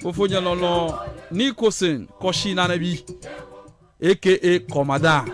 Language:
Ewe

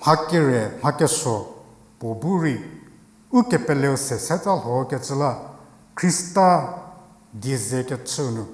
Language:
Angami Naga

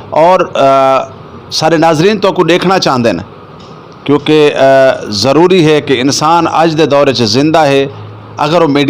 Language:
Western Panjabi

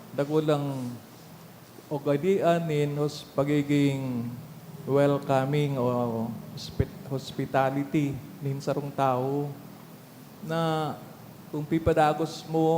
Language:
Bikol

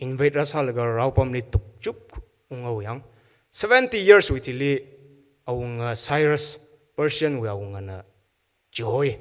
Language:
Tangkhul Naga (India)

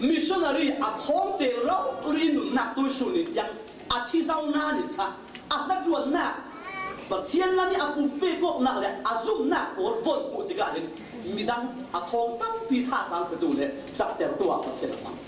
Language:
Falam Chin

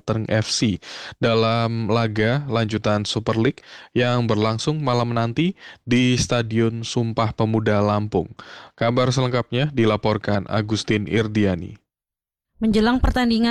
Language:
Indonesian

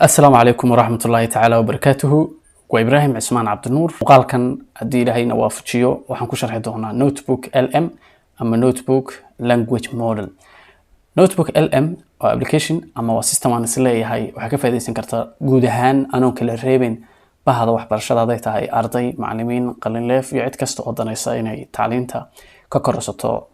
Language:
Somali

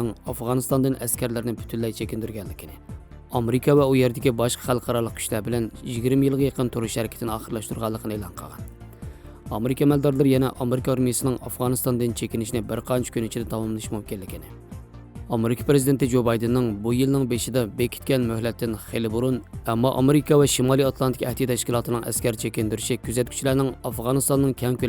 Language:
Uyghur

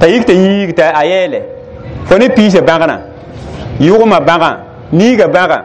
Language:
Mossi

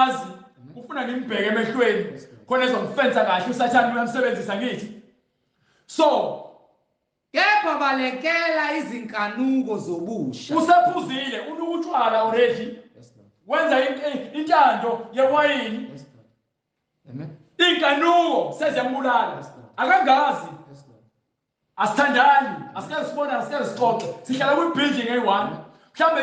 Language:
Zulu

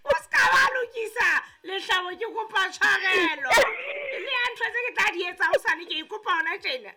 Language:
Southern Sotho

